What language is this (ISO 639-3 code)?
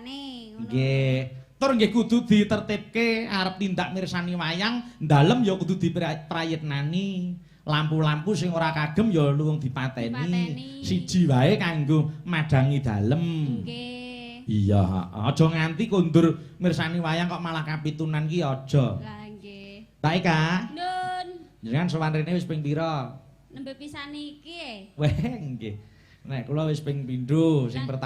jav